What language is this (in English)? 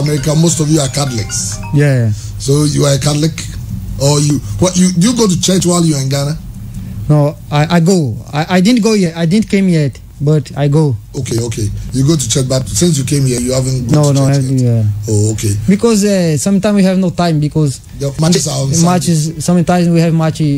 English